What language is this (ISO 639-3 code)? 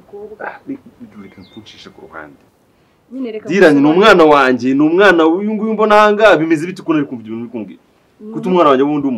kin